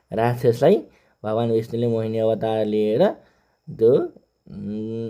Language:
Nepali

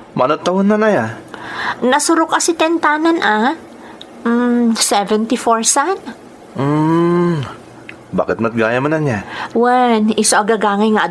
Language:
Iloko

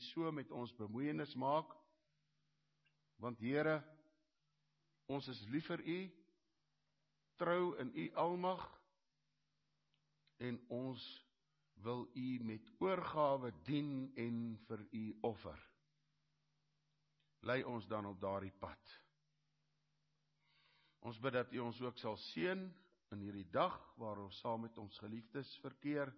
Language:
Afrikaans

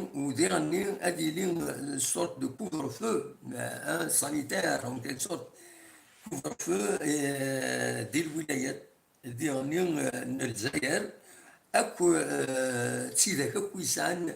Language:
Kabyle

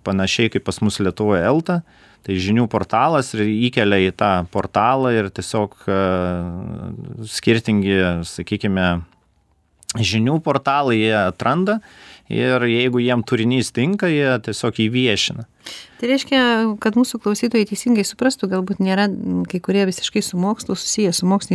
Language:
Lithuanian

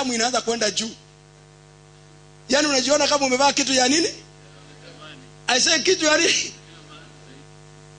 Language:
Swahili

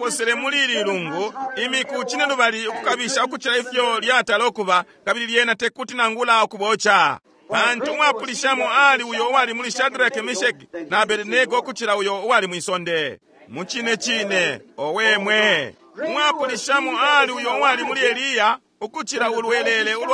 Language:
Bemba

